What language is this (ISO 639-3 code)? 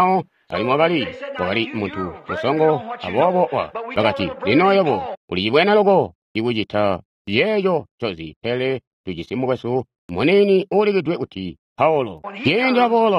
toi